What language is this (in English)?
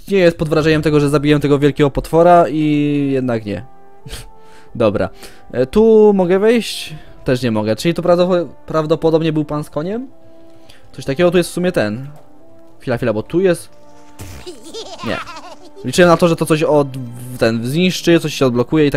Polish